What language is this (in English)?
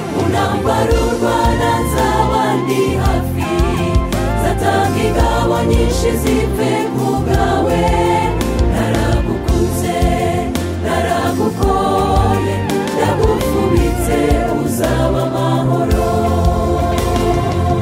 Kinyarwanda